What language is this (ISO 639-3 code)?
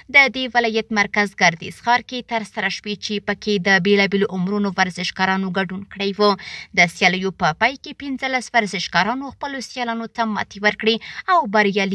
pus